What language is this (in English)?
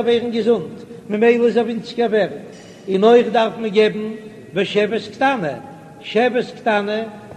Yiddish